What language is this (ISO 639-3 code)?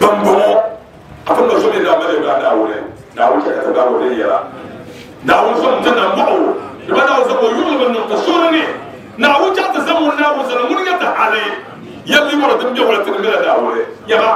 dag